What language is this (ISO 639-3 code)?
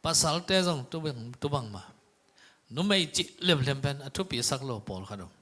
ctd